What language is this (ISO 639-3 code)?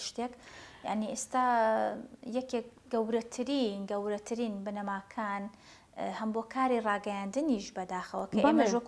ckb